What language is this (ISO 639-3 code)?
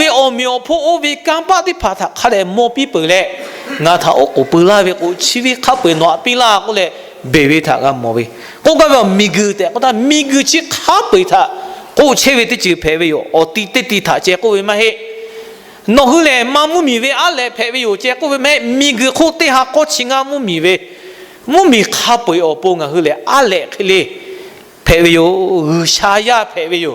lhu